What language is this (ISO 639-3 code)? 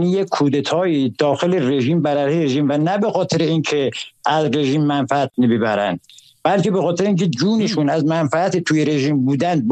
fas